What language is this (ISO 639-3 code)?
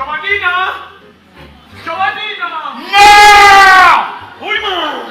nap